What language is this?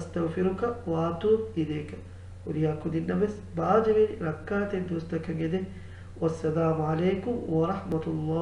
Divehi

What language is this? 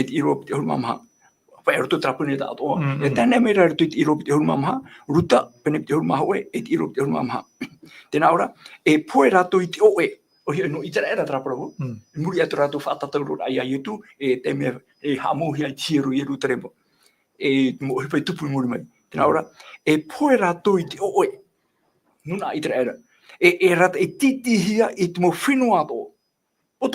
Tahitian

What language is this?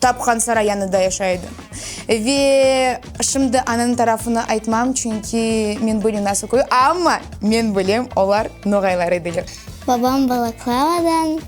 Crimean Tatar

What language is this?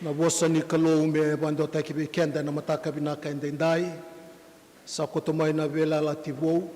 Fijian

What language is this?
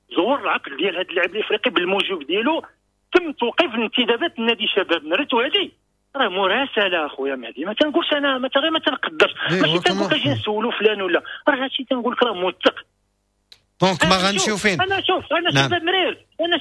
Moroccan Arabic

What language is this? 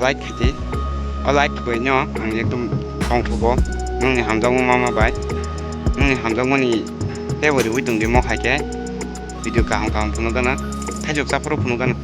Kok Borok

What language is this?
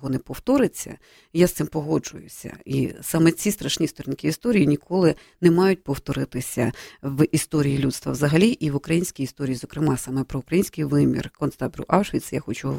Ukrainian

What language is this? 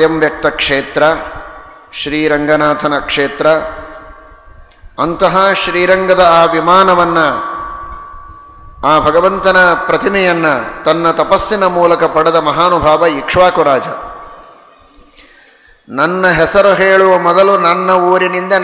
Kannada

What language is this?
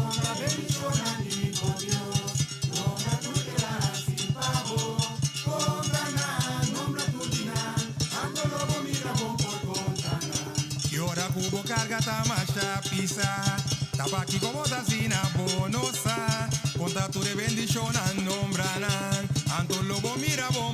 Papiamento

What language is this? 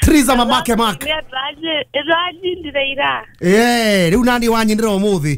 Kikuyu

